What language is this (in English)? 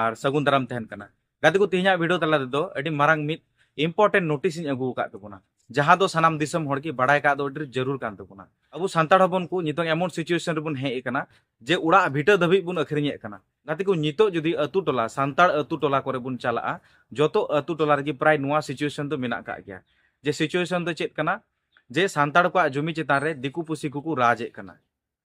Santali